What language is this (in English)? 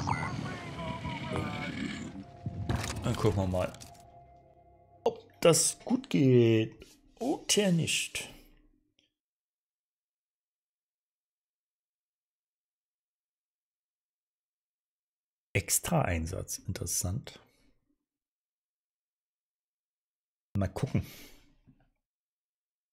German